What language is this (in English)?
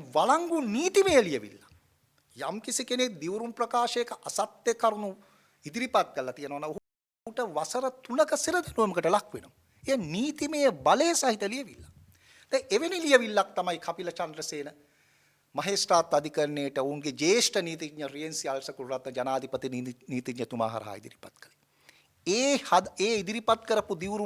Sinhala